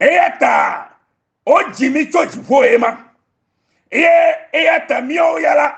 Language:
Ewe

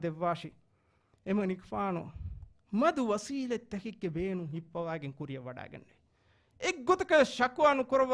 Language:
Divehi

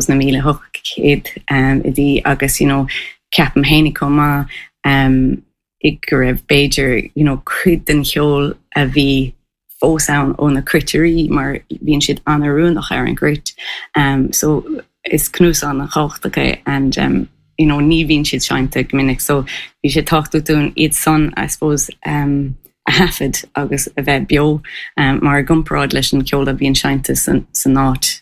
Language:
Irish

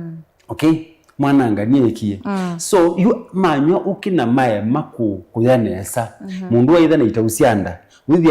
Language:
Kamba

